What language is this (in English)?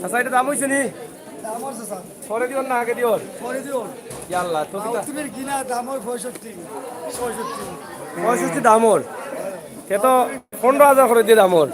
Sylheti